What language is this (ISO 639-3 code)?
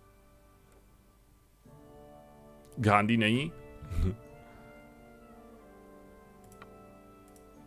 ces